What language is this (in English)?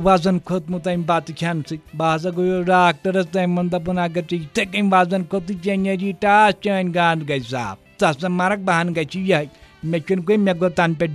Kashmiri